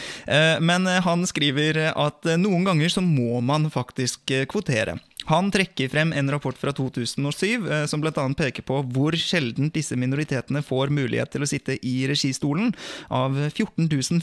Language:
Norwegian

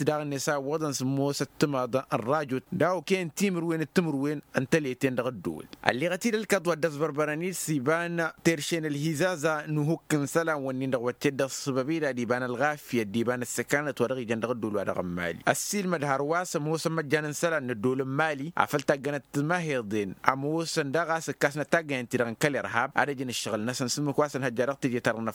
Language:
Tamasheq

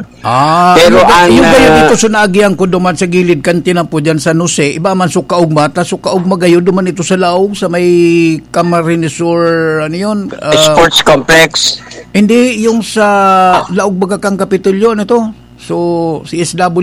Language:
Bikol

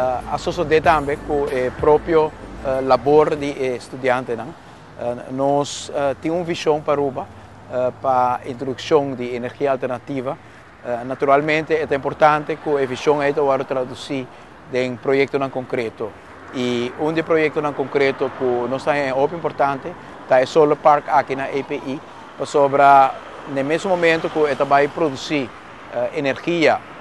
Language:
Papiamento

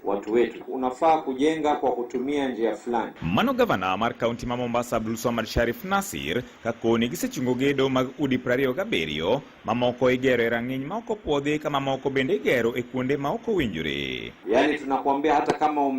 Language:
Luo (Kenya and Tanzania)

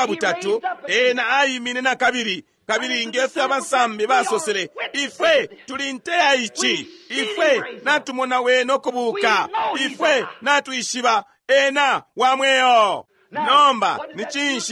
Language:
Bemba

